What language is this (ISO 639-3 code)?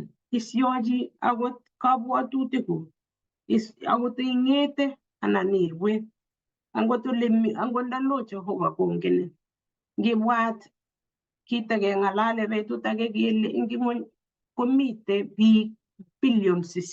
kln